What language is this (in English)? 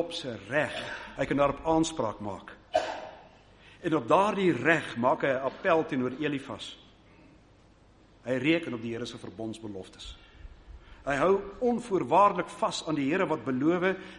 Afrikaans